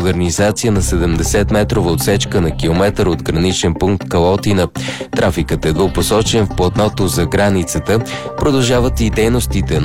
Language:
Bulgarian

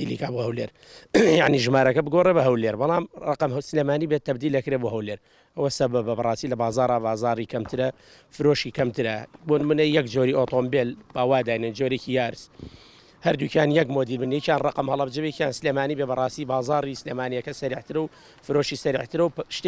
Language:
Central Kurdish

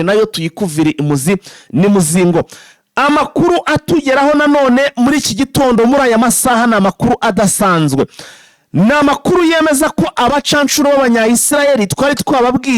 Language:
Kinyarwanda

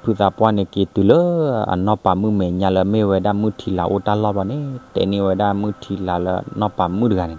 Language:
S'gaw Karen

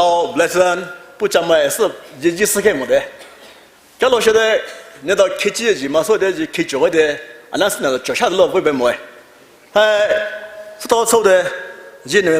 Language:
Poumei Naga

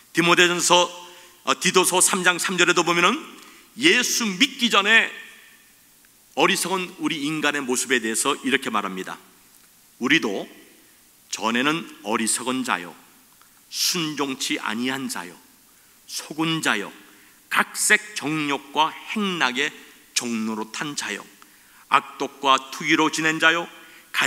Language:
Korean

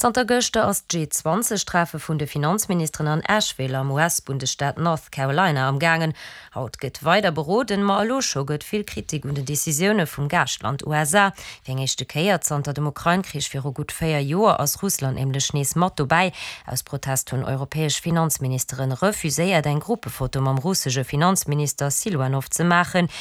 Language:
Luxembourgish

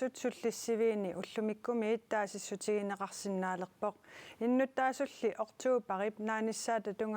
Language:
Kalaallisut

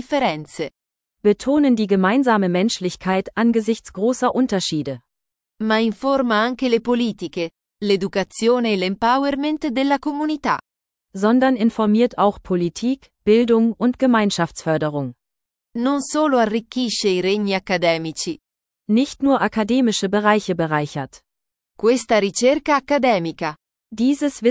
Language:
Italian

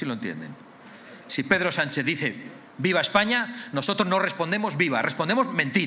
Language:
Spanish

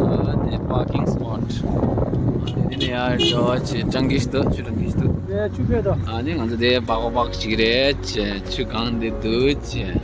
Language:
Tibetan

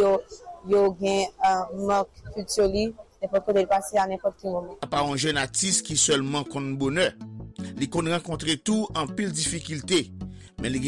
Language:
Haitian Creole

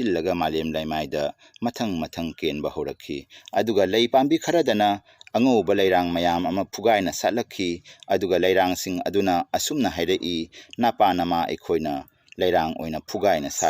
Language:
Manipuri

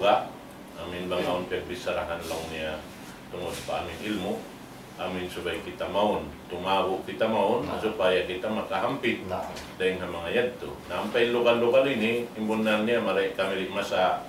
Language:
Tausug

